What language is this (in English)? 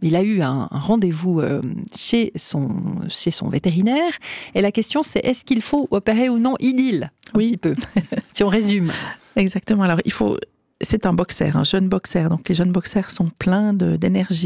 French